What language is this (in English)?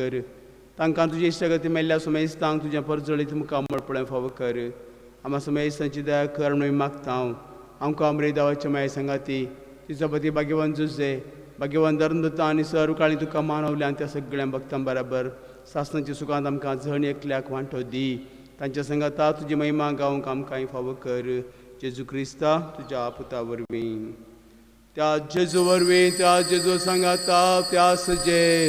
Konkani